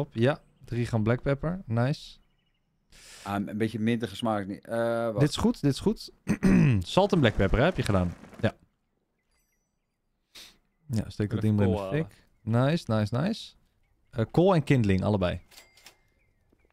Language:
Dutch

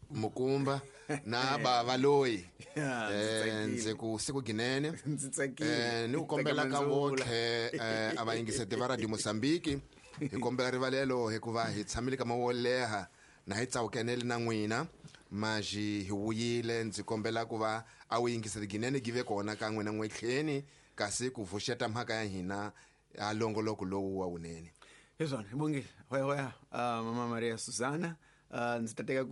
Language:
Tsonga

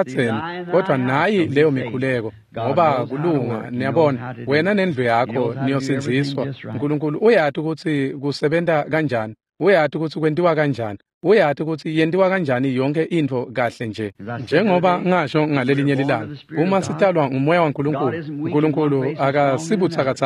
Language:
Swati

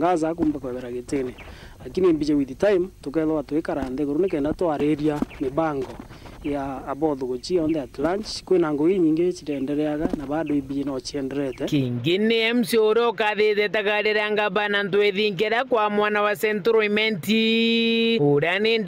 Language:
Meru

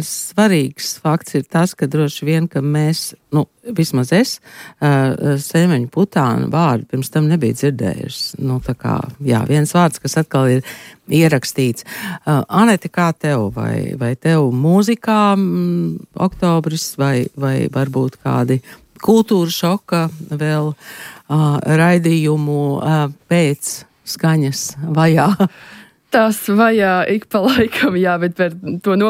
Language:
Latvian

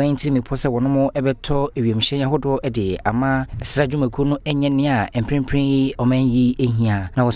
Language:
Akan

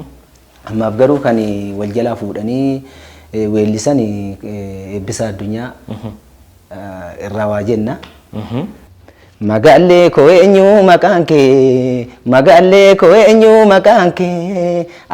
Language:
Oromo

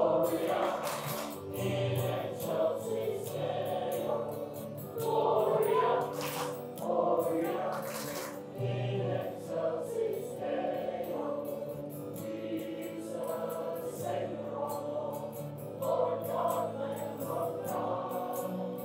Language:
Polish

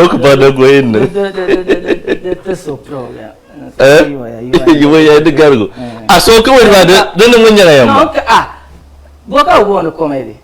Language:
Dagbani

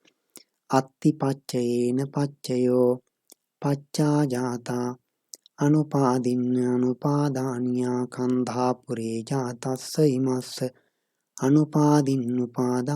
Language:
Pali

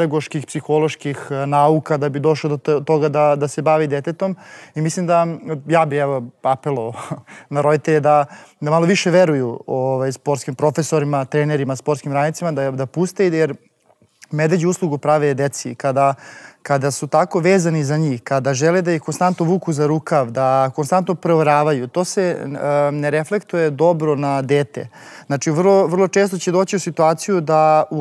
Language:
Serbian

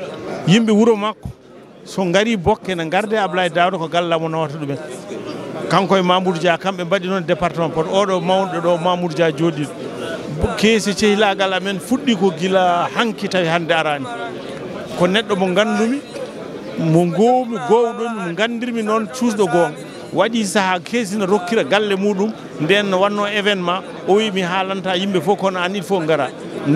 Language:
Fula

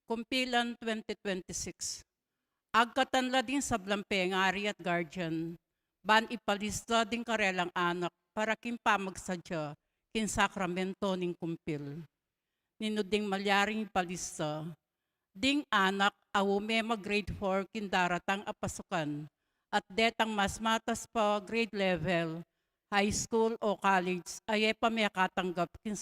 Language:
Pampanga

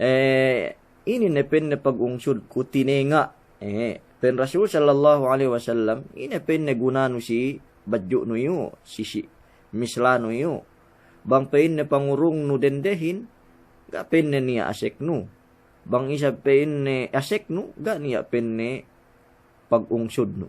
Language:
Yakan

